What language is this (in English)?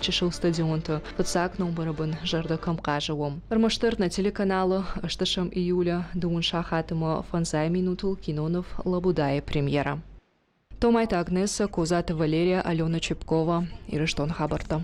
Ossetic